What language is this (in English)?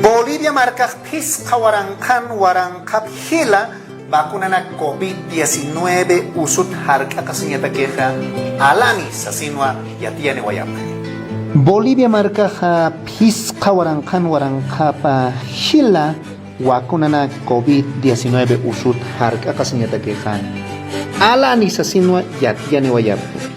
Aymara